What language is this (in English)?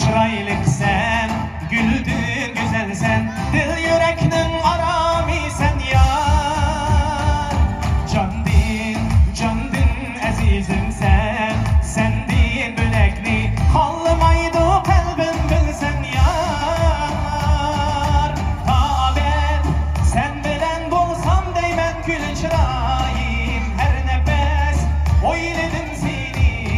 Uyghur